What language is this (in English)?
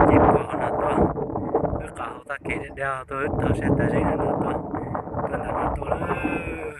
Hmong